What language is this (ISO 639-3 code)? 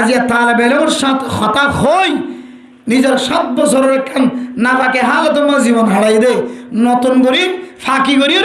rhg